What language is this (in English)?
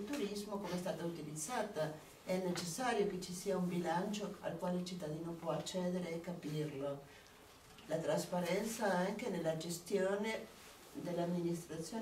Italian